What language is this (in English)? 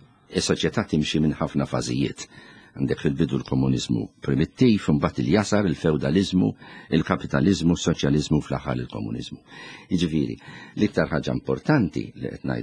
Maltese